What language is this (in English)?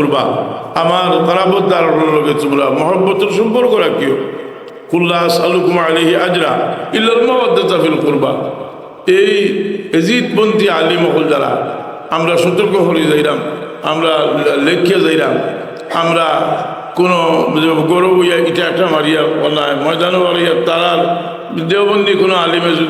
Sylheti